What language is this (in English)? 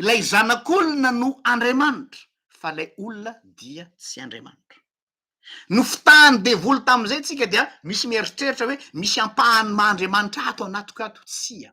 Malagasy